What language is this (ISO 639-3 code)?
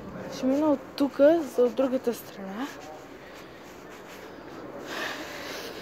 bul